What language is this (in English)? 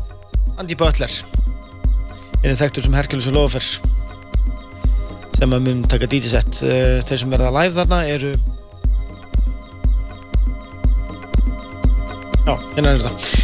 Icelandic